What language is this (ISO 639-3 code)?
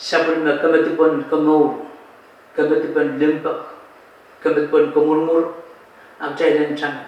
pon